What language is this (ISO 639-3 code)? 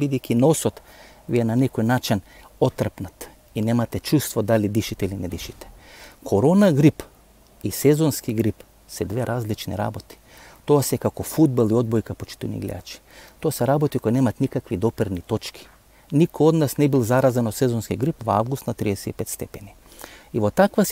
mkd